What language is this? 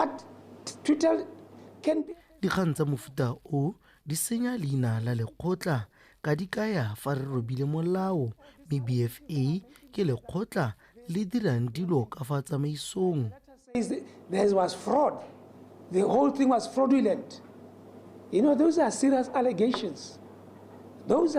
Tswana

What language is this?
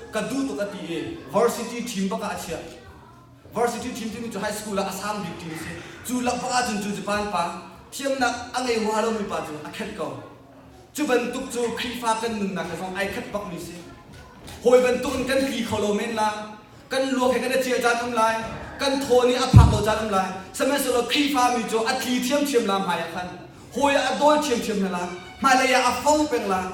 Hakha Chin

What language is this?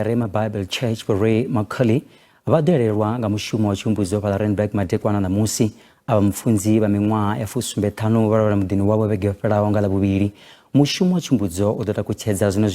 Venda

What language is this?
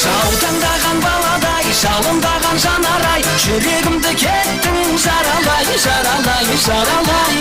Kara-Kalpak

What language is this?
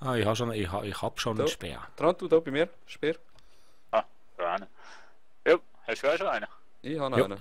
Swiss German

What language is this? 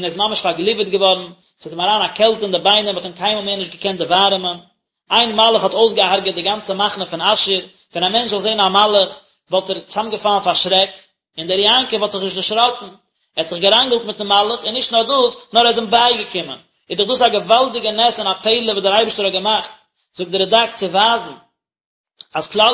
Yiddish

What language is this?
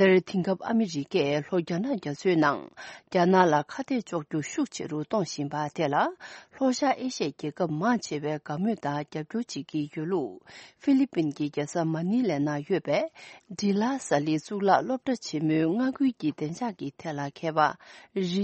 Tibetan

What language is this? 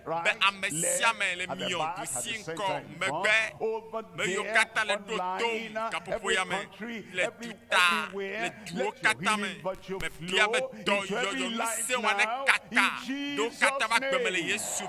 Ewe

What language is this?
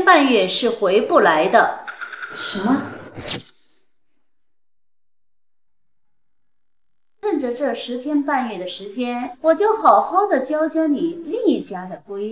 Chinese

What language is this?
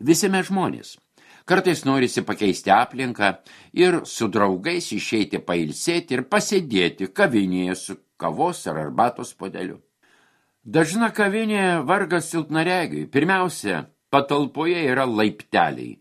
Lithuanian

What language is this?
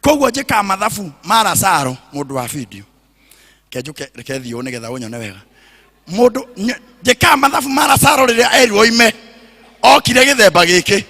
Kikuyu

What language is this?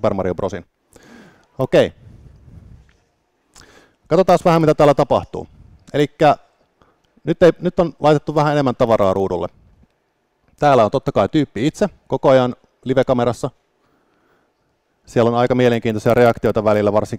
Finnish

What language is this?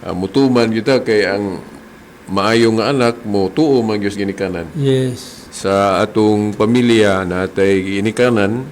Cebuano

